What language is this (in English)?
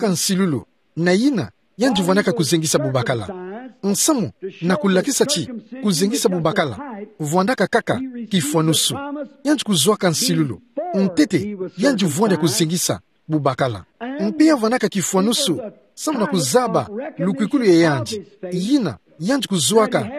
Kituba (Democratic Republic of Congo)